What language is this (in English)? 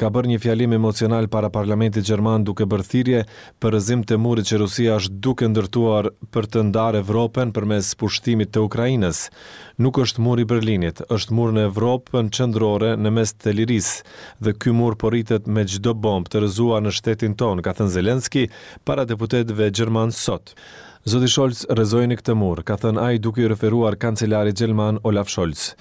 Albanian